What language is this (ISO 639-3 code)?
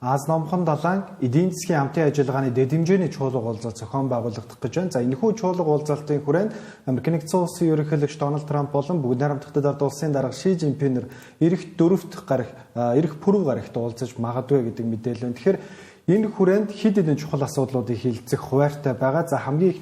mon